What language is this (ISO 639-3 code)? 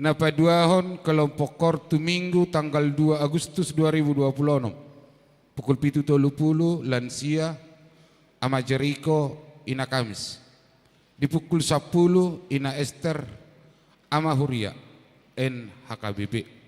bbc